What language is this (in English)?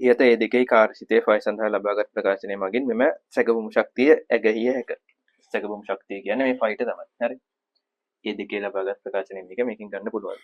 Sinhala